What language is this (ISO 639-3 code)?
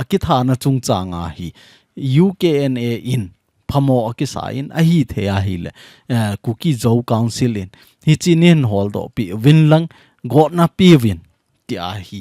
tcz